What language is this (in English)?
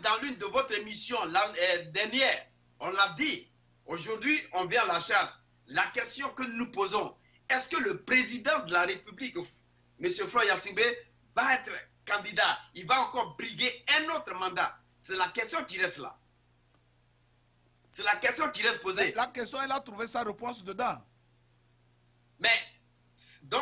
French